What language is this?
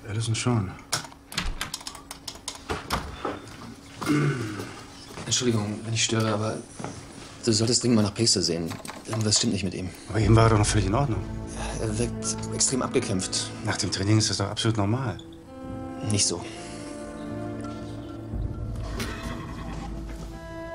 German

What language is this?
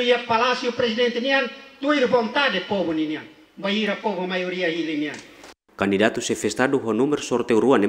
Tetum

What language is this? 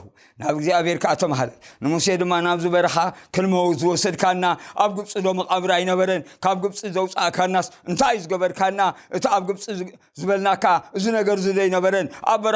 Tigrinya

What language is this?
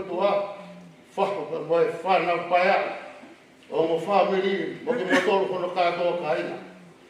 Tongan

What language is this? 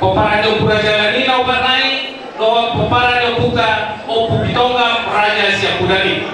Batak Toba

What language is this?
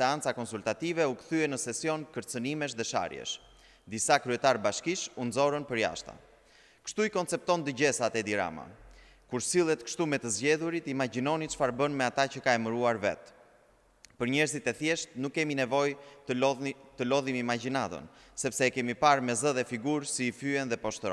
Albanian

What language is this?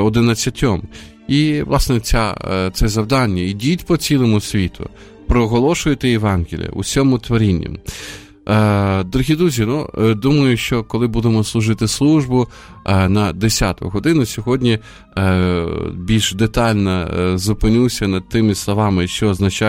Ukrainian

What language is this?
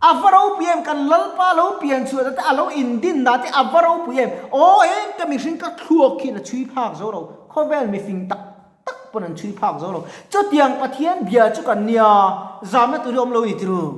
Mizo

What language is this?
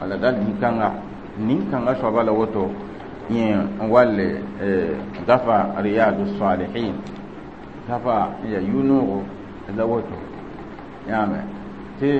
Mossi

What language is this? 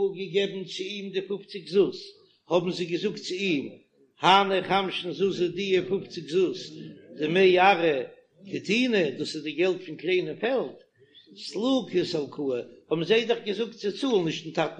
Yiddish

